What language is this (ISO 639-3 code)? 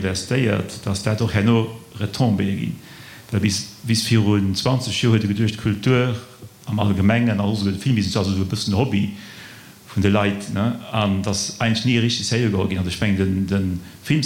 ltz